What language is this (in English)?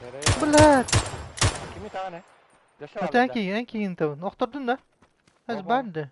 Yakut